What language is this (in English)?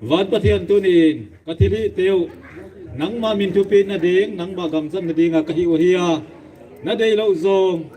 Paite Chin